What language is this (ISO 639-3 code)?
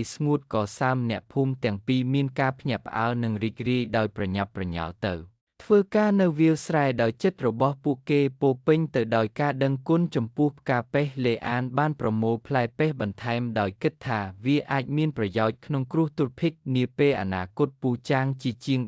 khm